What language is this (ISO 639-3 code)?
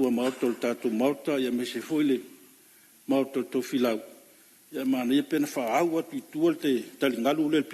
smo